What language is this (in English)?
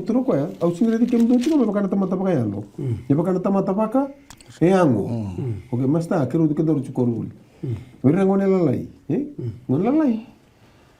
Fijian